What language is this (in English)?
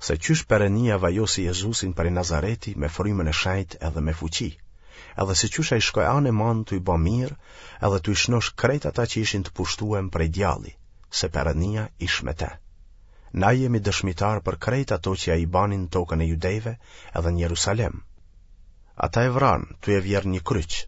Albanian